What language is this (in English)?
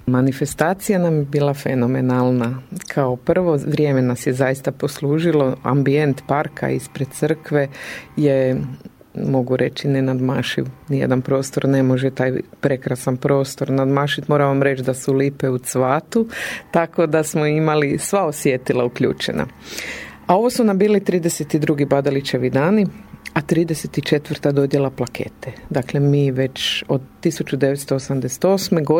Croatian